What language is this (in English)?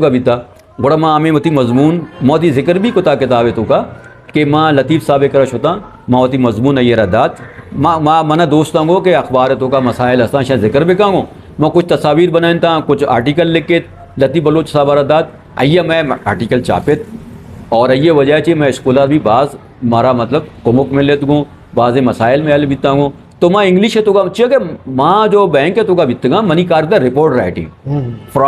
Eastern Balochi